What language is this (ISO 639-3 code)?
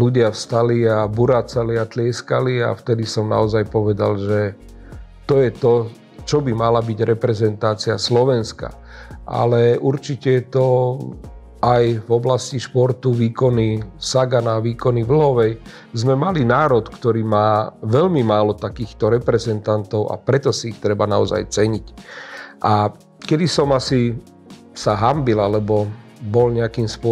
slk